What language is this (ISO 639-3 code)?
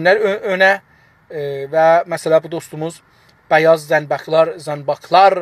azb